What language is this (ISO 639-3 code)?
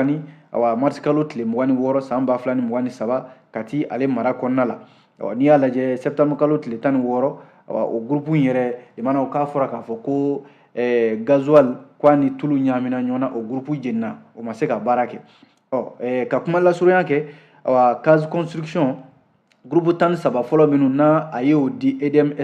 bam